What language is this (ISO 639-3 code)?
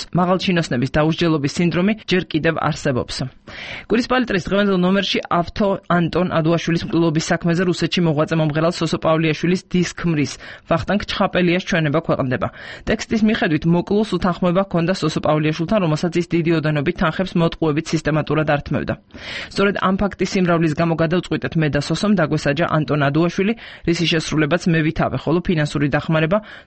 kat